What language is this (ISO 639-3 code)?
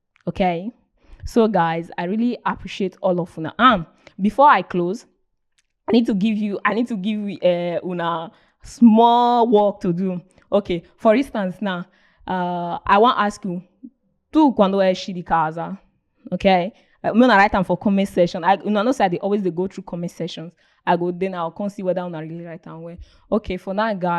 pcm